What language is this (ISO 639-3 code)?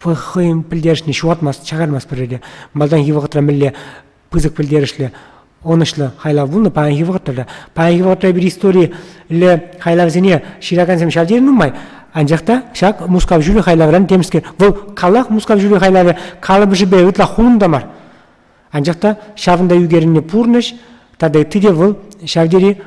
chv